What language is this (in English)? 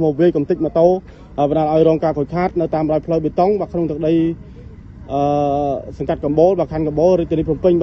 Khmer